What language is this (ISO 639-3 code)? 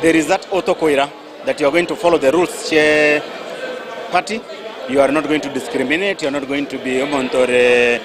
guz